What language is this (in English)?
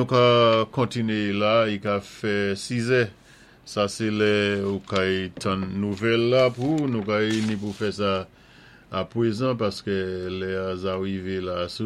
Saint Lucian Creole French